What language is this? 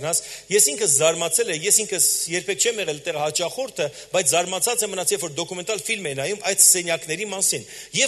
Armenian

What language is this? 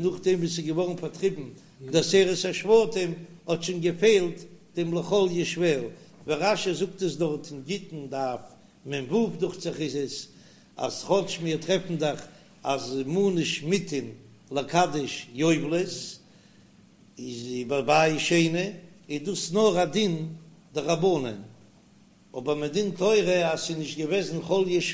Yiddish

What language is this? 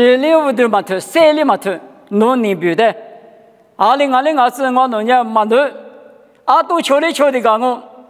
Lisu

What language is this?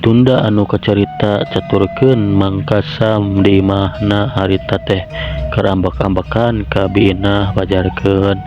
Sundanese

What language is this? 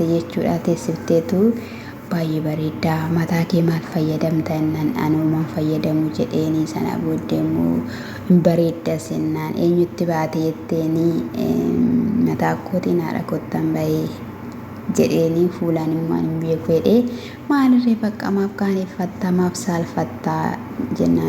Oromo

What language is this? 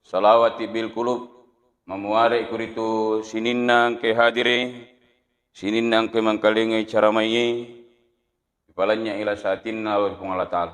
Buginese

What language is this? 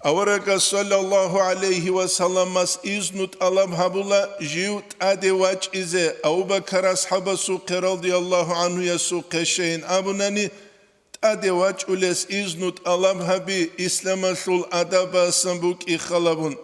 Avaric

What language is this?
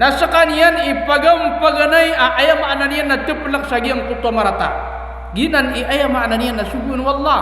Maranao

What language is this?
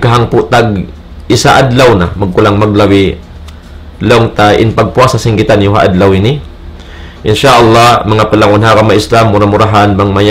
Tausug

